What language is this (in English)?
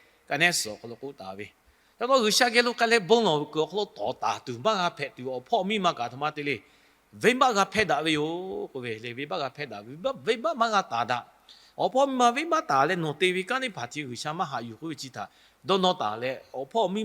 Lahu